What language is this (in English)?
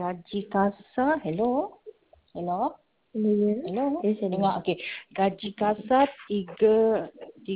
Malay